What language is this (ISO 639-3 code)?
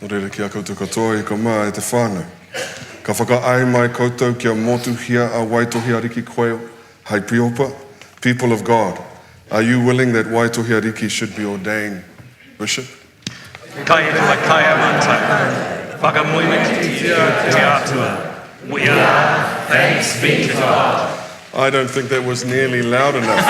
mri